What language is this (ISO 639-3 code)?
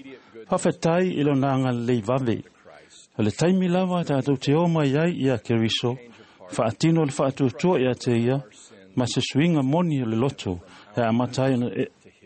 smo